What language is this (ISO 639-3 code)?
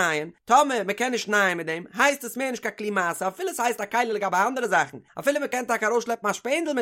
yid